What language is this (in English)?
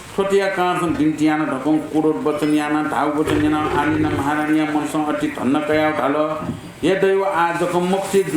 Newari